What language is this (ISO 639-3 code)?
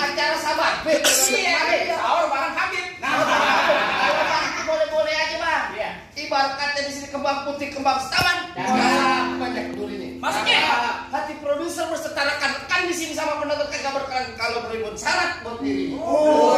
bew